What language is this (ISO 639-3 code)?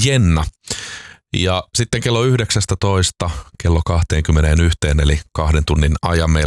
fin